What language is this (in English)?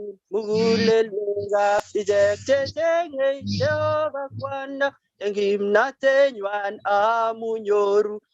Kalenjin